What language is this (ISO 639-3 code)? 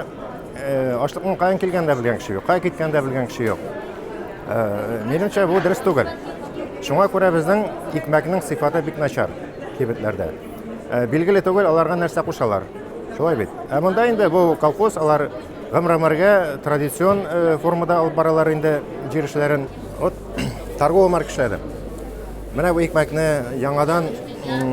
tat